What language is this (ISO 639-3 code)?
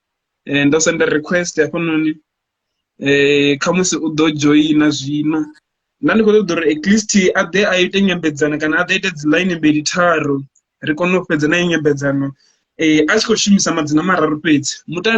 ven